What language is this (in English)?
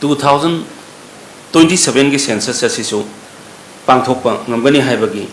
Manipuri